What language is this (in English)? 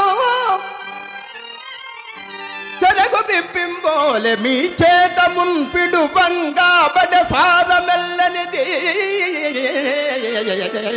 Telugu